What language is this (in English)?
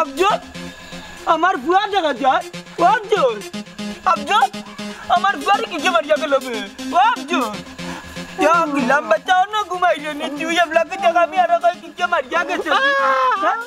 Sylheti